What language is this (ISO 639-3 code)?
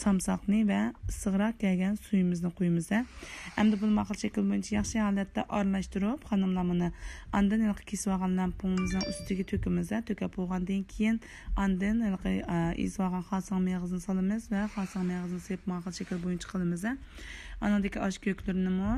uig